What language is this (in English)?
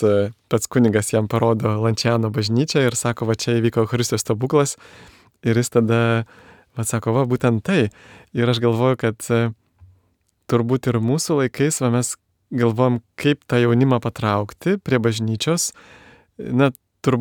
Lithuanian